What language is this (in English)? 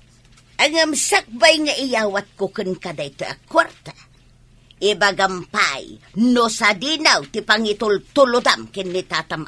Iloko